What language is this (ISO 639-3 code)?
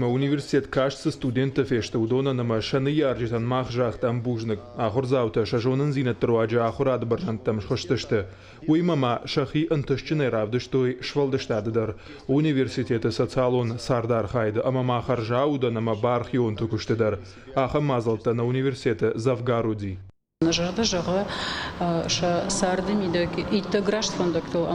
oss